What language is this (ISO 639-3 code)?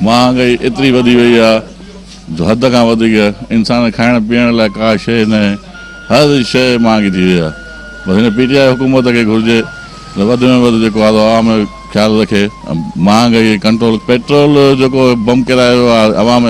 snd